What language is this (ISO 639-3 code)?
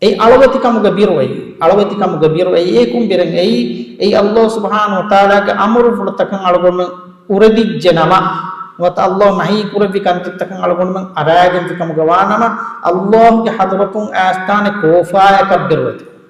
div